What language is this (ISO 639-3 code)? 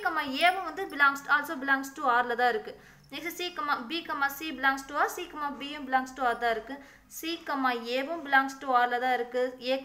tam